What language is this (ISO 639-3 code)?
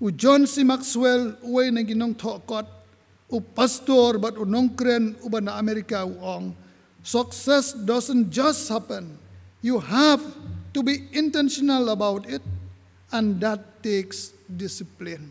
kha